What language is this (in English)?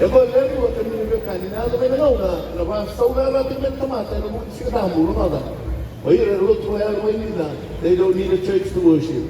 Fijian